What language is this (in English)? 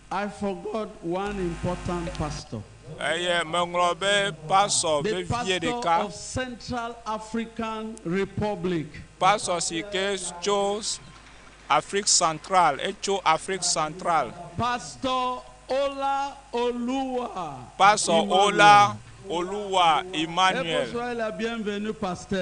Ewe